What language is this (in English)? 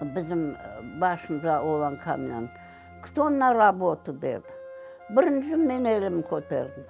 Crimean Tatar